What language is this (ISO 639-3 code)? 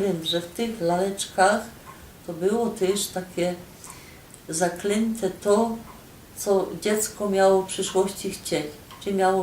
szl